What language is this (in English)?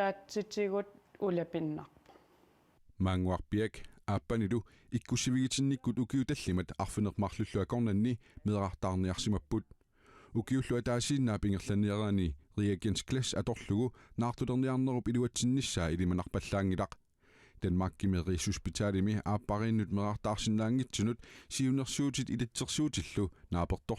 Kalaallisut